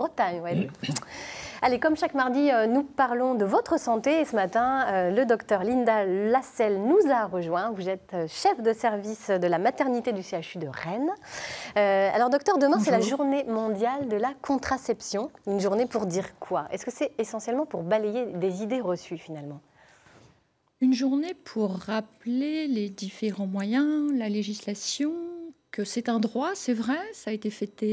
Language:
French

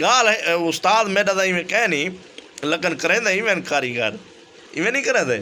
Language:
Saraiki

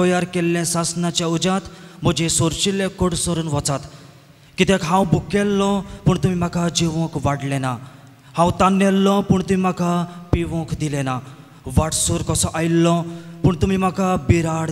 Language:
Konkani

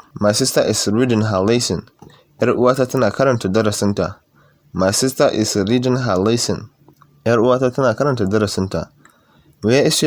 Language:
Hausa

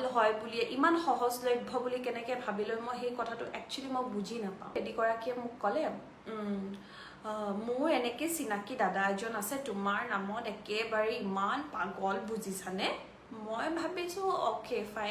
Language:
Assamese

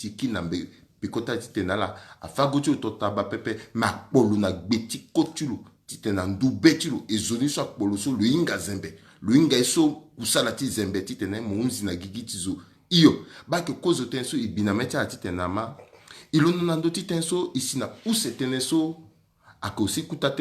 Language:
Sango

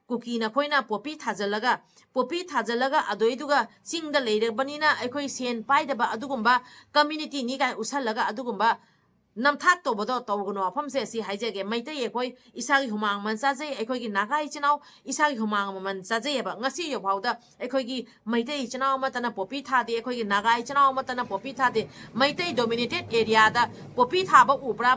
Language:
Manipuri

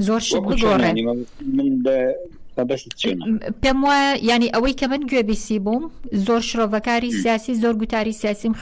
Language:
Central Kurdish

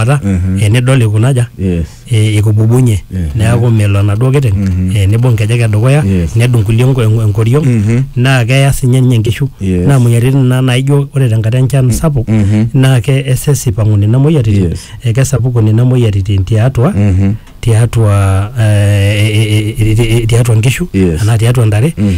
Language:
Masai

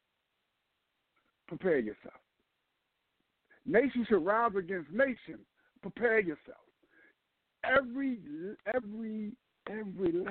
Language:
English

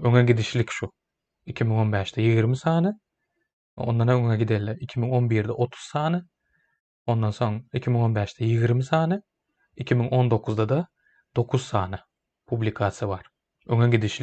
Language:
Turkmen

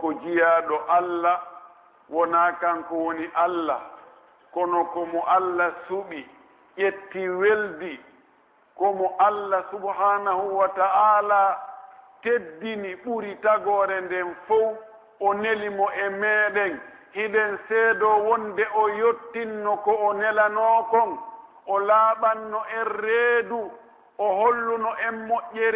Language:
Pular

